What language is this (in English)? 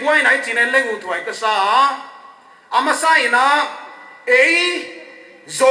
Paite Chin